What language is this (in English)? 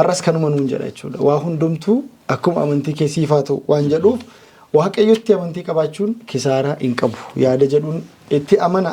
Oromo